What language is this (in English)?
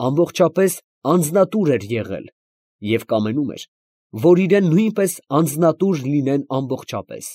Armenian